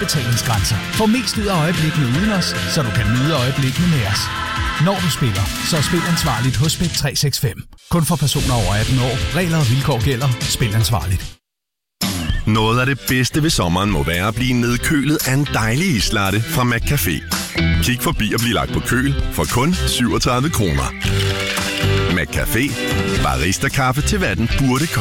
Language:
Danish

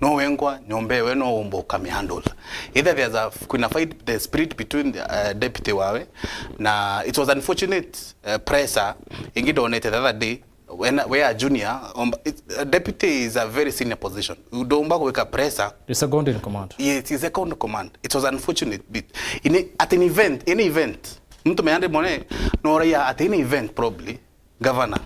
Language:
Meru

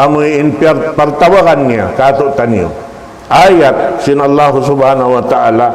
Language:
Tausug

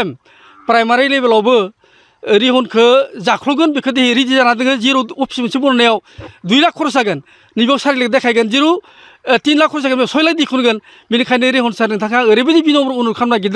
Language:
Bodo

